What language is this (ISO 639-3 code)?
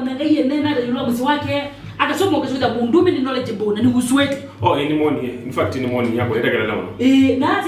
kam